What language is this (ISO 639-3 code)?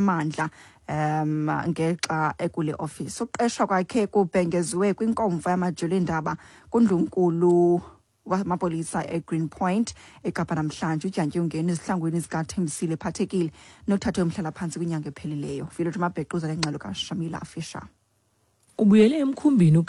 xho